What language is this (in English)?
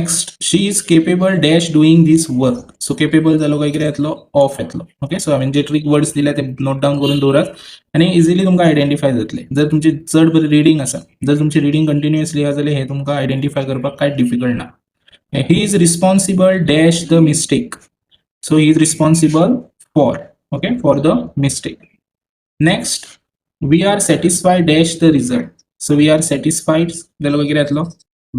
Konkani